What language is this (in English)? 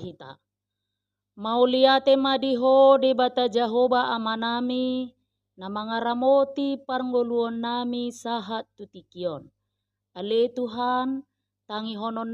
Batak Toba